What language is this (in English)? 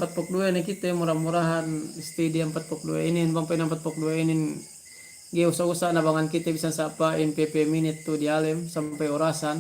Yakan